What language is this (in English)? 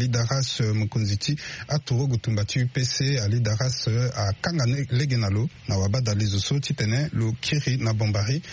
Sango